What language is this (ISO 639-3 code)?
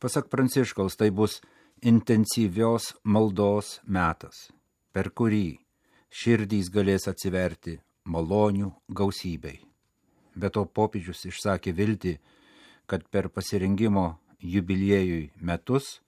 lit